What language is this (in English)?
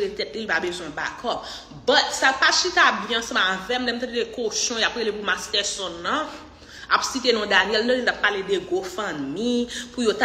Haitian Creole